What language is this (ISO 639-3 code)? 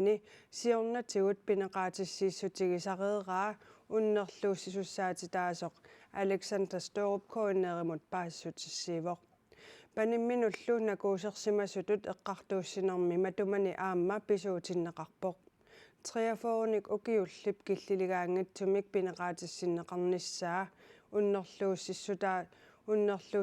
kal